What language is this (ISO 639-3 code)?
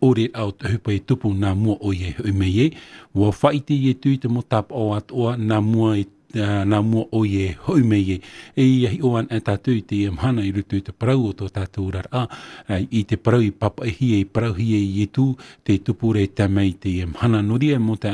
tah